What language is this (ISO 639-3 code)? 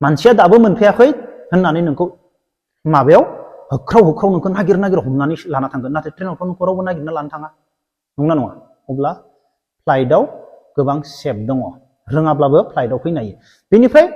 brx